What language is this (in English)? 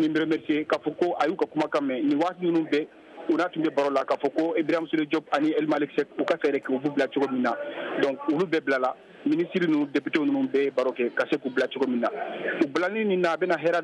Bambara